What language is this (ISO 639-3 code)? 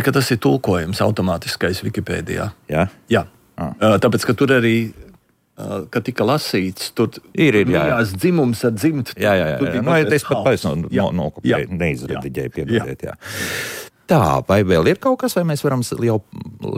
lav